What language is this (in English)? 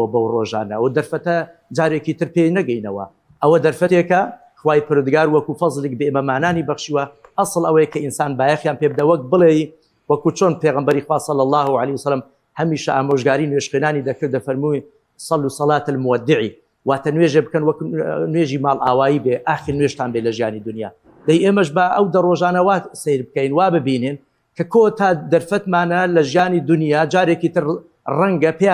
Central Kurdish